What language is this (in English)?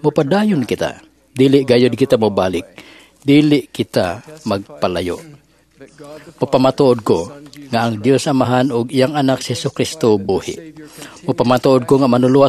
Cebuano